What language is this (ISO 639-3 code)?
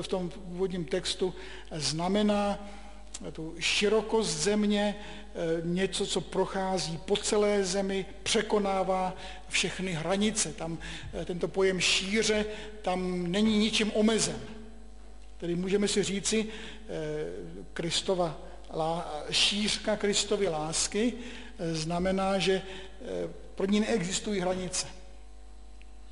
ces